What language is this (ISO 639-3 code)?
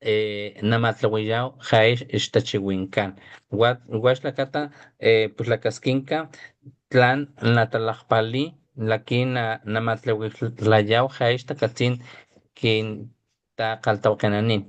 top